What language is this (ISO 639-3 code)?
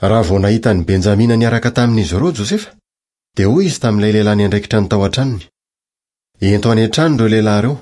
mlg